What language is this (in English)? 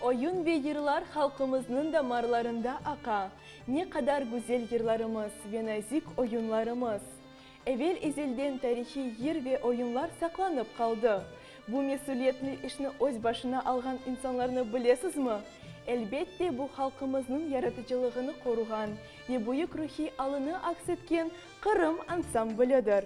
Crimean Tatar